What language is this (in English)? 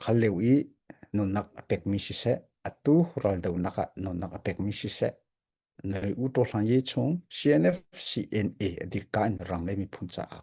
Hakha Chin